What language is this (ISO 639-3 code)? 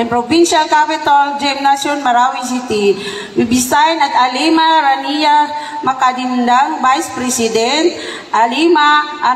mrw